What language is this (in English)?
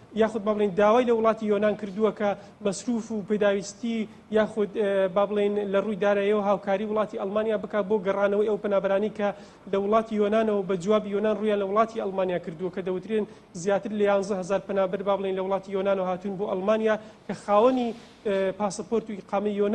Central Kurdish